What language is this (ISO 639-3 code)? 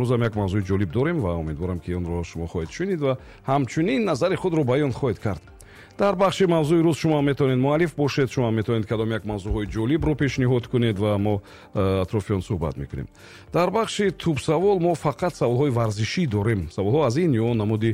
tgk